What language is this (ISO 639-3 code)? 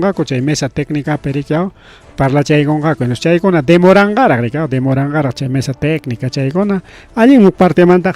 quy